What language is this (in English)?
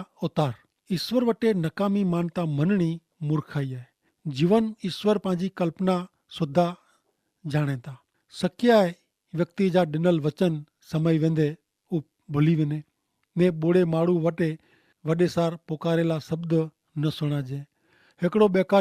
Kachhi